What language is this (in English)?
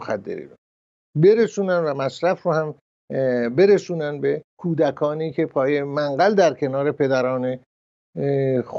Persian